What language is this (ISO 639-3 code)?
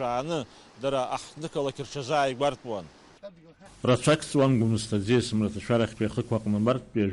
abk